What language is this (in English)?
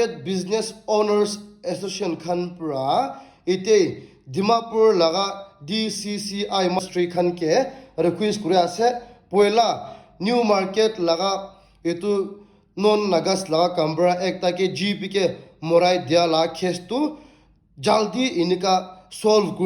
Naga Pidgin